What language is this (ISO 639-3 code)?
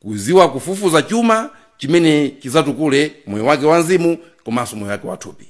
nya